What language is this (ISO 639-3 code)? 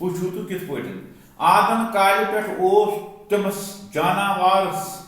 kas